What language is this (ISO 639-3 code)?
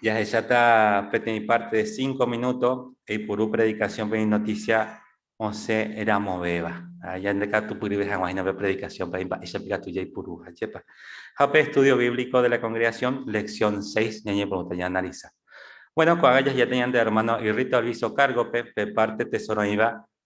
grn